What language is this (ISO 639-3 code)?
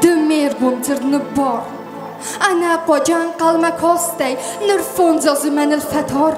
oss